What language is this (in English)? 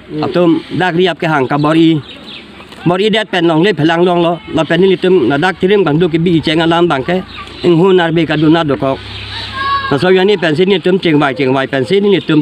Karbi